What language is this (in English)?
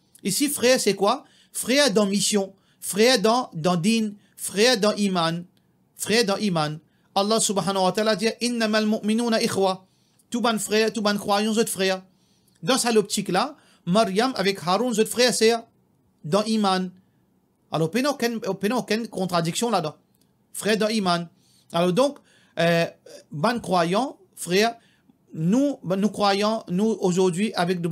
Morisyen